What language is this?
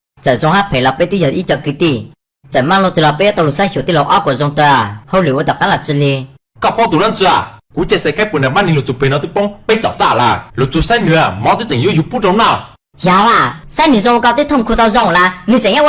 Hmong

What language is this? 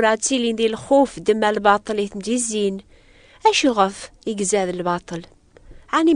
Kabyle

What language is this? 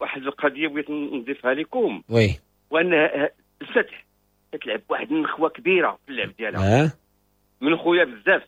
Moroccan Arabic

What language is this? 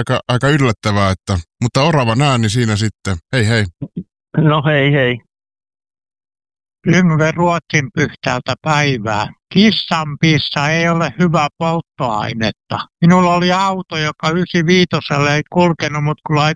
Finnish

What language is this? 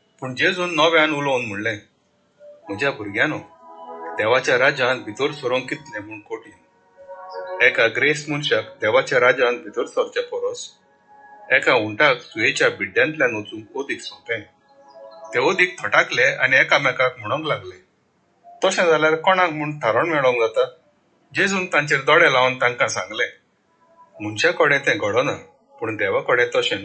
Konkani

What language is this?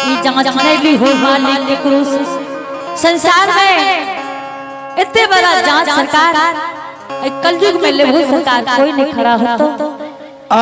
Angika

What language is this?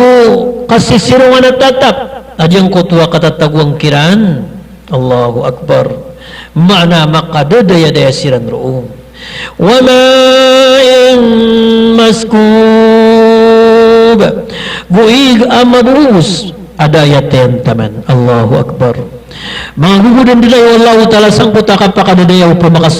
Maranao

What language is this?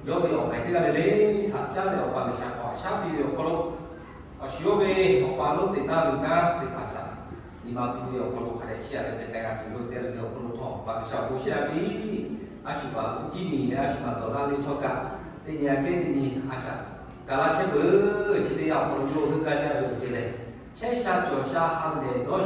Lahu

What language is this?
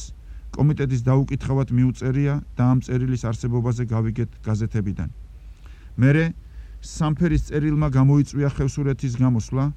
Georgian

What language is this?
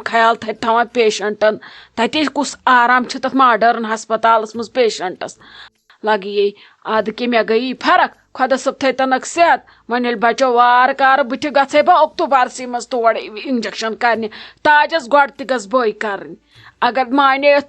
Kashmiri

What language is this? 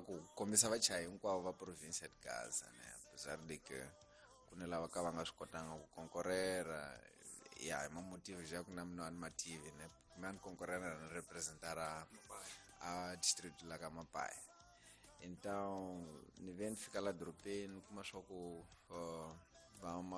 Tsonga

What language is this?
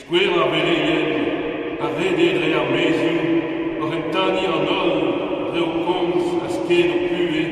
Breton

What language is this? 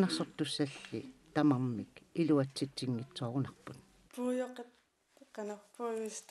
Kalaallisut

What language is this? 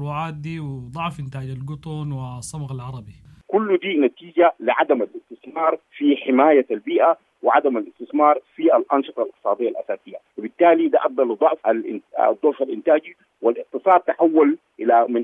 Sudanese Arabic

